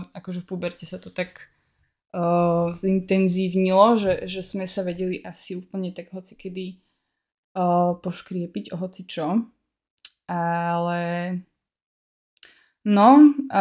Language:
Slovak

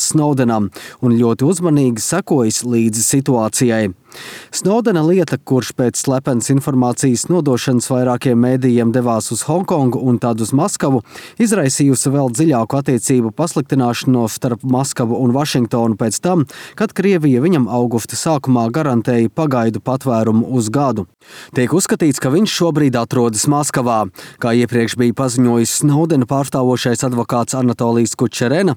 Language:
Latvian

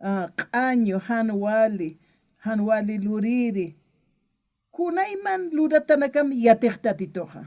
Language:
Aymara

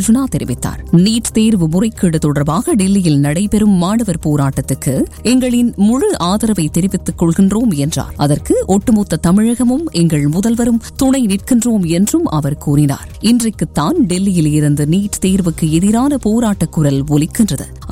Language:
Tamil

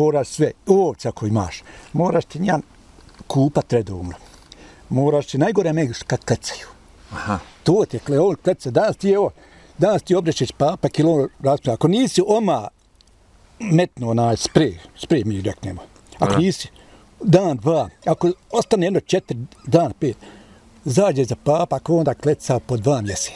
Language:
Bosnian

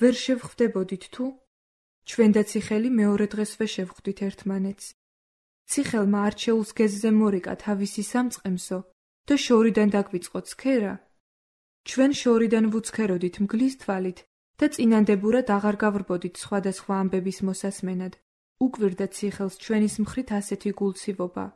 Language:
Georgian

